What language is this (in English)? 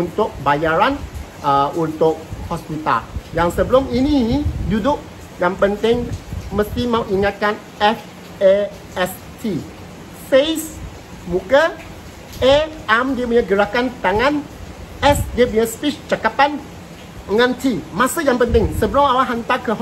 Malay